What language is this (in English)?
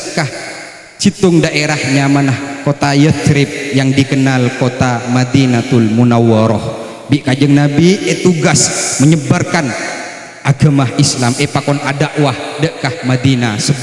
Madurese